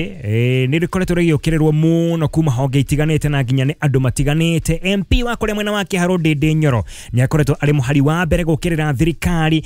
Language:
Kikuyu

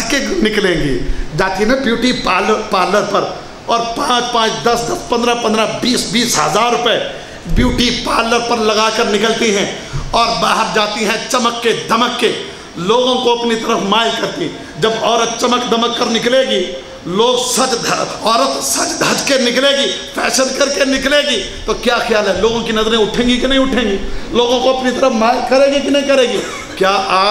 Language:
Urdu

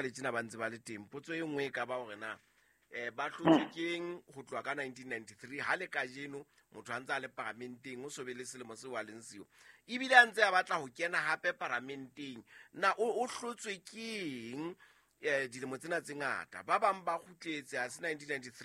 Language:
Southern Sotho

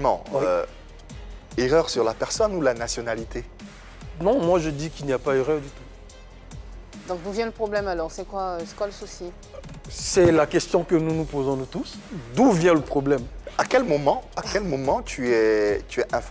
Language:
French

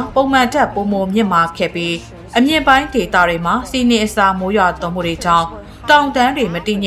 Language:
Burmese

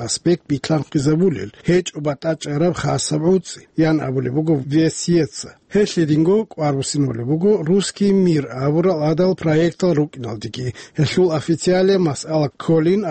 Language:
Avaric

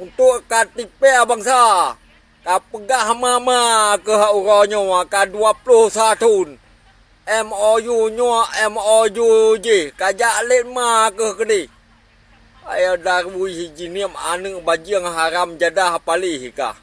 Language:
Achinese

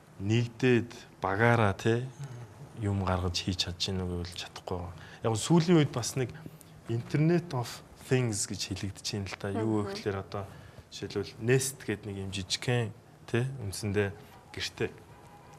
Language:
Mongolian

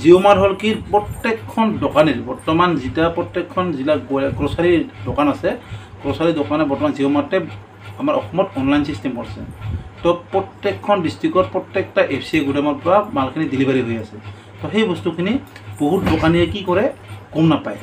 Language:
Assamese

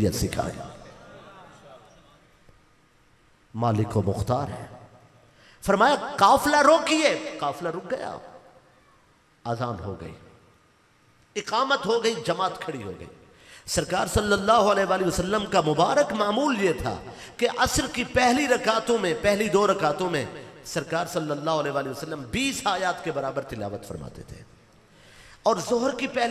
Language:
Urdu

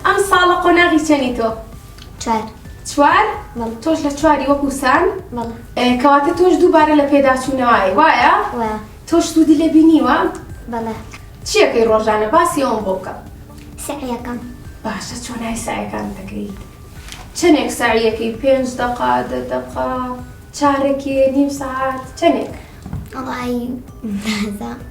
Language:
Central Kurdish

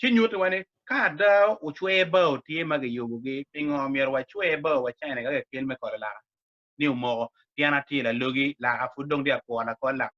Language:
Acoli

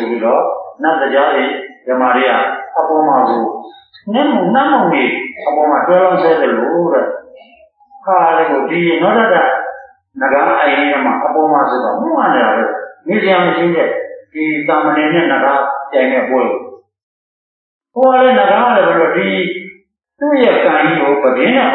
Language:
Burmese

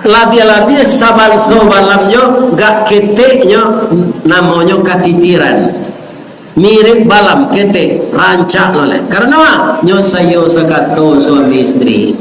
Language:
Minangkabau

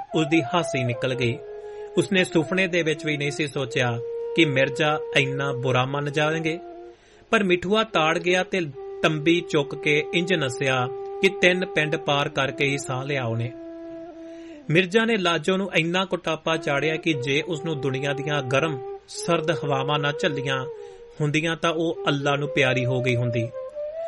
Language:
Punjabi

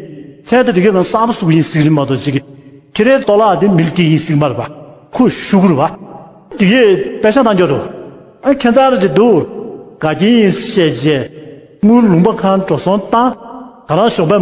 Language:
Tibetan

